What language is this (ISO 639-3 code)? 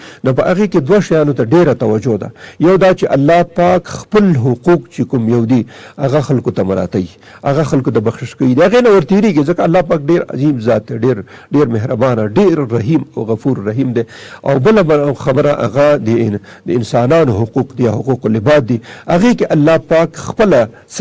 pus